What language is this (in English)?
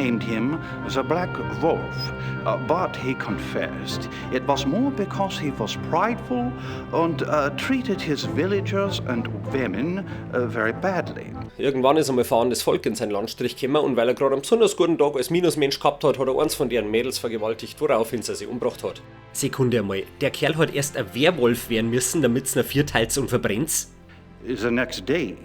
Bavarian